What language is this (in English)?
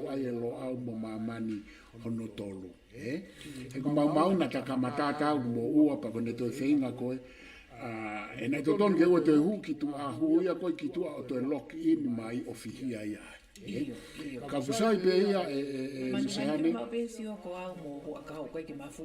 Tongan